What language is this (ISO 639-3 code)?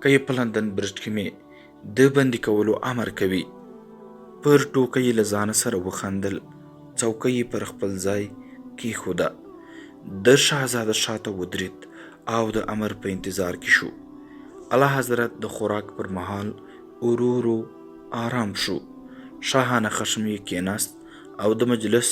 pus